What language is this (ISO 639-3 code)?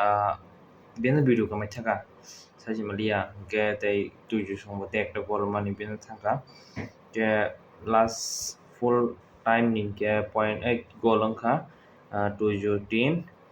trp